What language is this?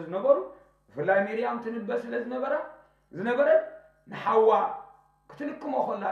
Tigrinya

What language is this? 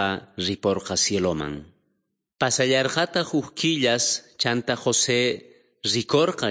South Bolivian Quechua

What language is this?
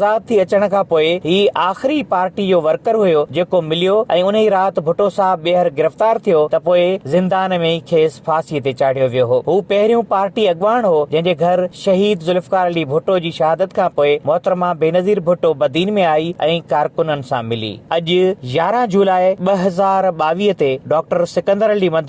Sindhi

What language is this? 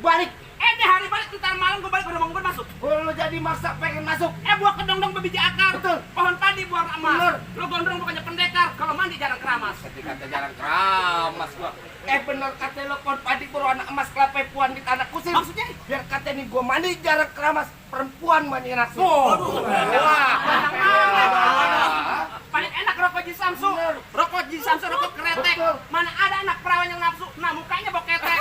Betawi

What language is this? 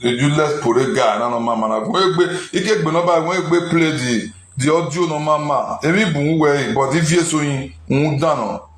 Nigerian Pidgin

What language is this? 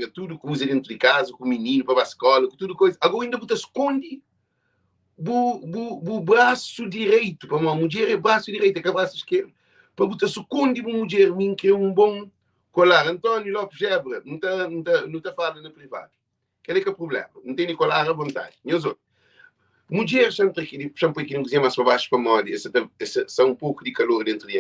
Kabuverdianu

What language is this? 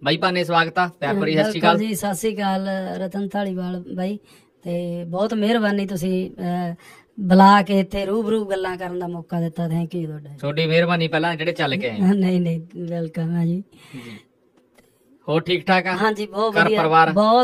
Punjabi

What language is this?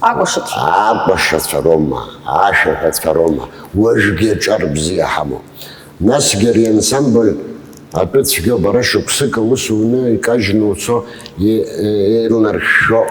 Abkhazian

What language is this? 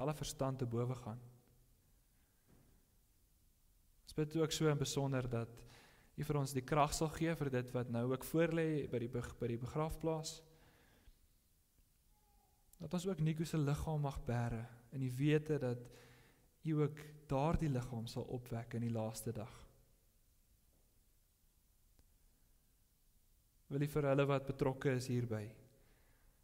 Afrikaans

